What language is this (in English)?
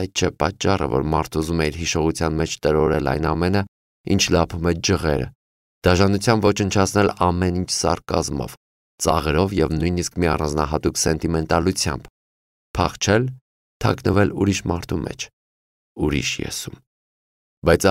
Armenian